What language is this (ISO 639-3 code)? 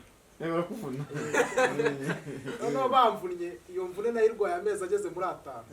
kin